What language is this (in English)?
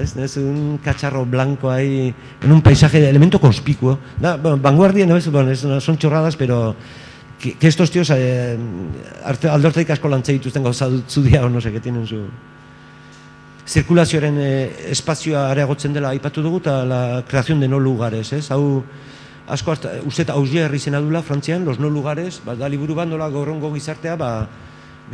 Basque